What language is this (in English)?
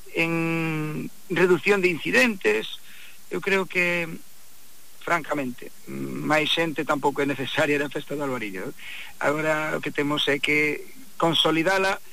Galician